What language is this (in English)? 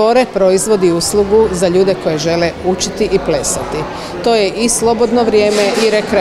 Croatian